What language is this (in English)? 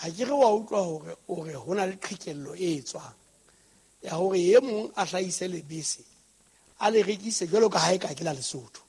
Southern Sotho